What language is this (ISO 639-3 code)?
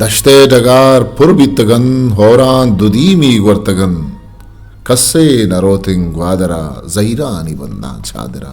bgp